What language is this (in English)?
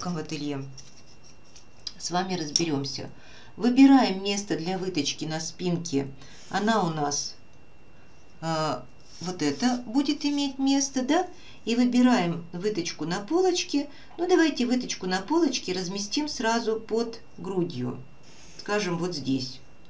Russian